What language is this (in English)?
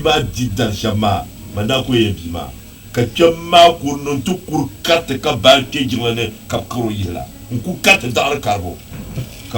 Dagbani